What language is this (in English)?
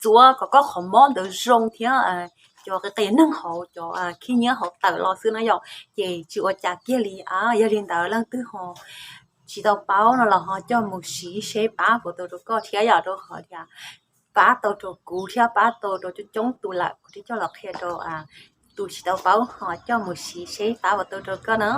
Hmong